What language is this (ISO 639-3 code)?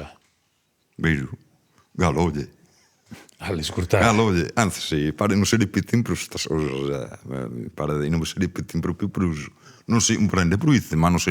srd